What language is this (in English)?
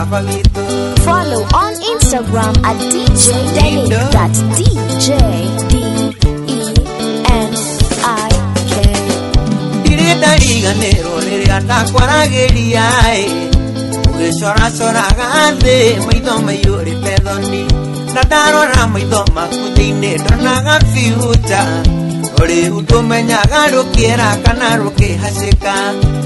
Kikuyu